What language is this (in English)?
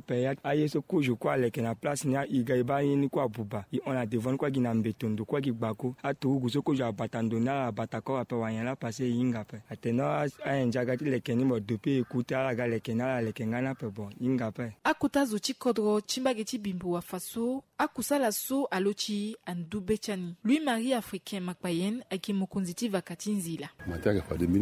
Sango